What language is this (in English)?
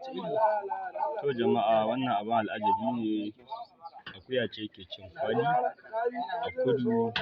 Hausa